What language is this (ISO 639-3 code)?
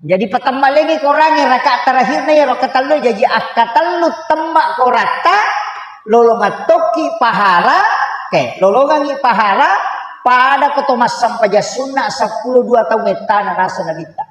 bug